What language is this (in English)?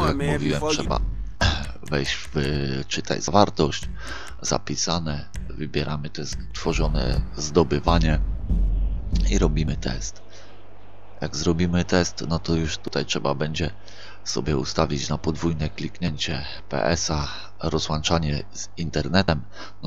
Polish